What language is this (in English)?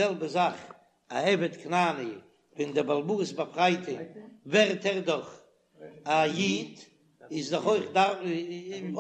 Yiddish